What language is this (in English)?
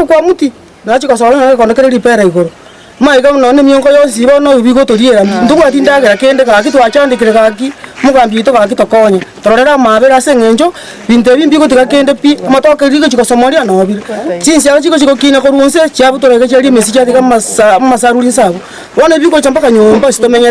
Gusii